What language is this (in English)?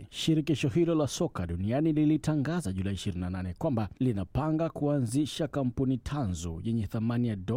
Swahili